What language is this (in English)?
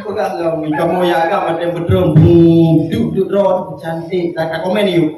Achinese